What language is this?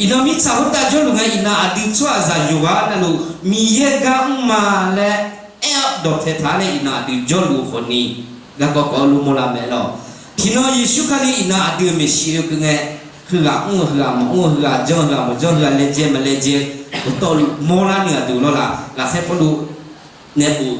Akha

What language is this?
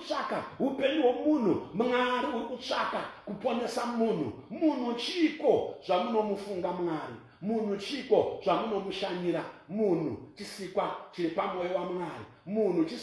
Shona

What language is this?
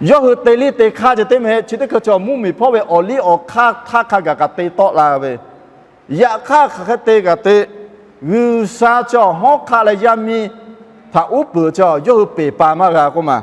Lahu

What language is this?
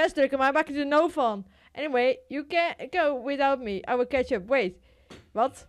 Western Frisian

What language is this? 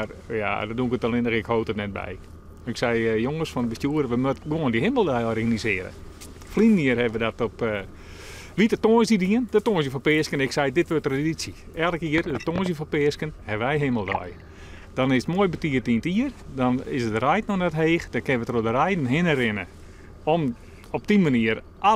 Western Frisian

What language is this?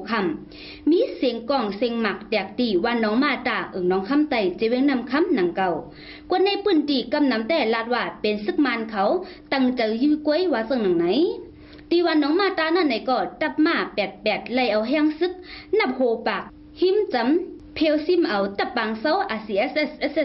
Shan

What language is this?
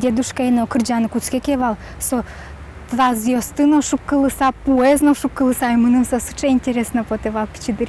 Udmurt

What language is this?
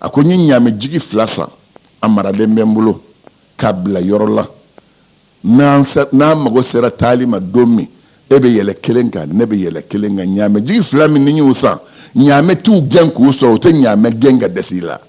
Bambara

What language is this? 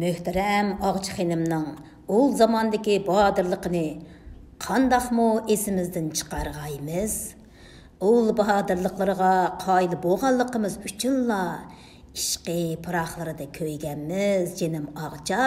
Uyghur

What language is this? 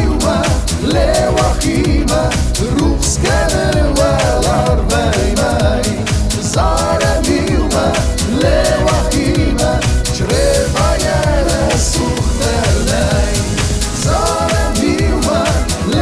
Ossetic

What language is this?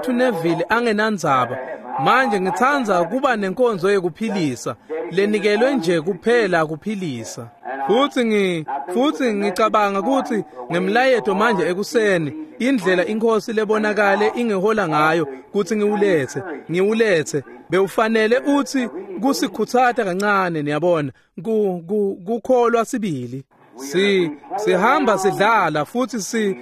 Swati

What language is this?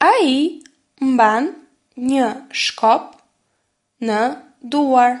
Albanian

